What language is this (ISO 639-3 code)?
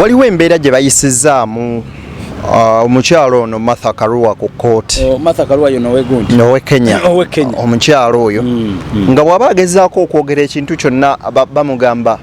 lug